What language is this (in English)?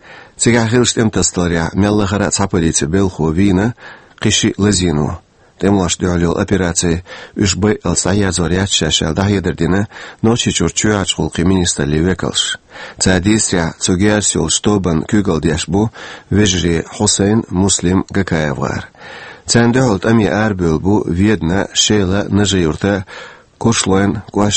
Chechen